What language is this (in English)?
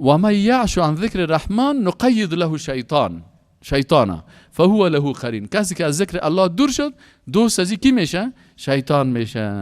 Persian